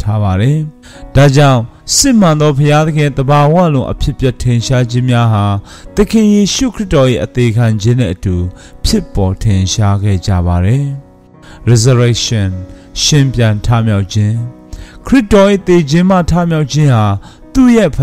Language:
Burmese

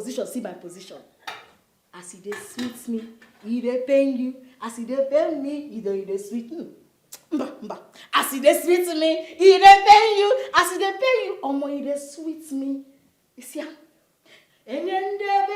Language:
Nigerian Pidgin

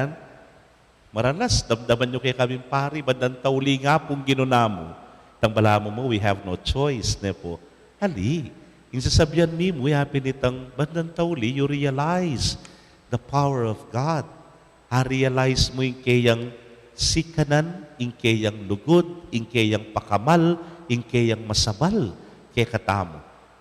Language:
Pampanga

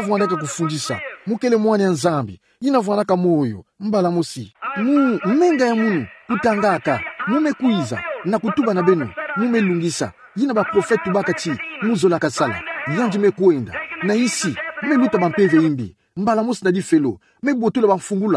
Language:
Kituba (Democratic Republic of Congo)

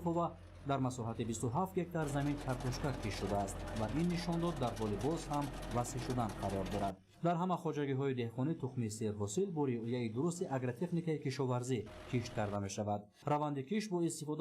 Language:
Tajik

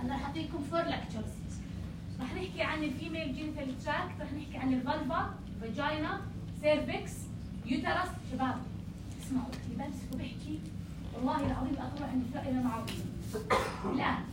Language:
North Levantine Arabic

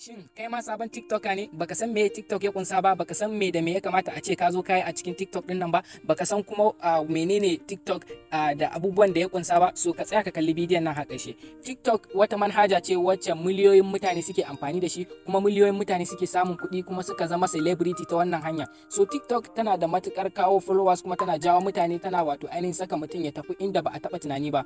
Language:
Hausa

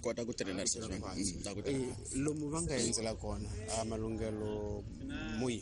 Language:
Tsonga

